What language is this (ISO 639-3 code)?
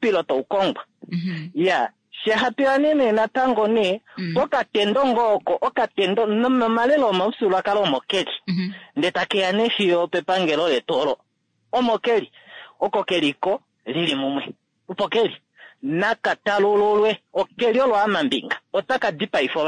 kua